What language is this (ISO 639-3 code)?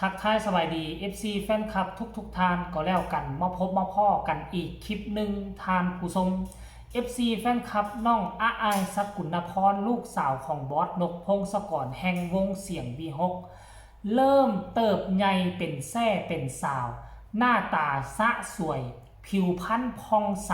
lao